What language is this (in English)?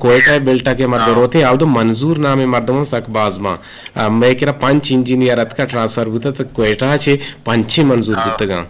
Eastern Balochi